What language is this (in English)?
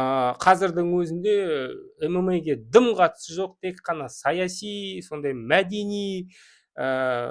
Kazakh